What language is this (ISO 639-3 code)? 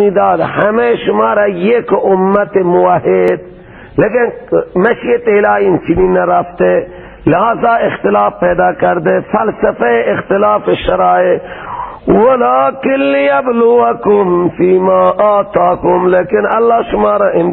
fas